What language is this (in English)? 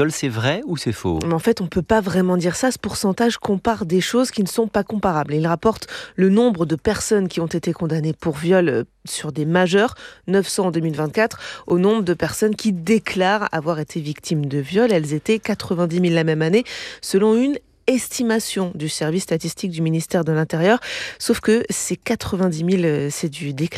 French